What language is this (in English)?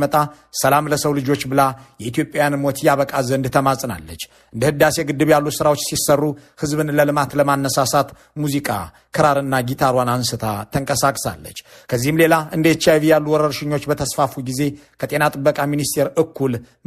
Amharic